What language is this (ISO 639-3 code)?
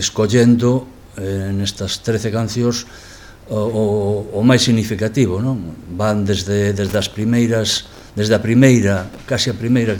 glg